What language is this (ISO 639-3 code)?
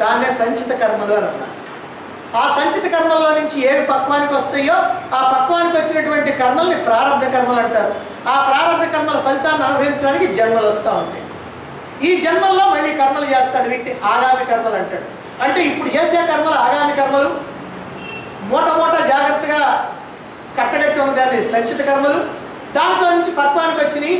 tel